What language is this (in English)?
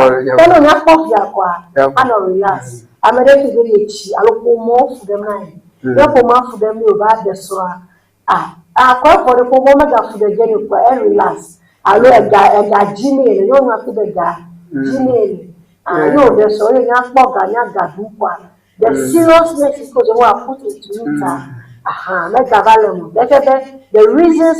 Ewe